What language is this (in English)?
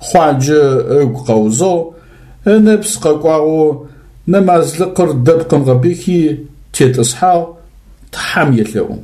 Adyghe